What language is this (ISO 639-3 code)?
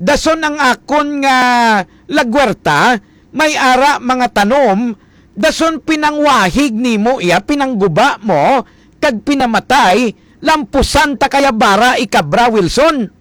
hil